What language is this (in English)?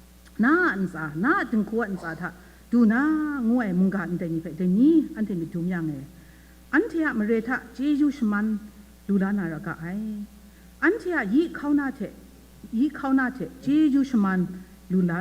Kachin